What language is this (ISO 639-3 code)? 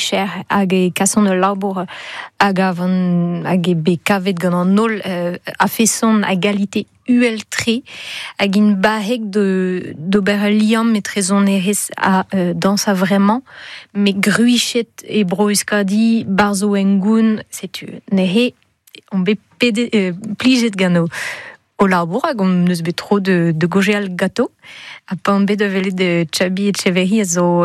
bre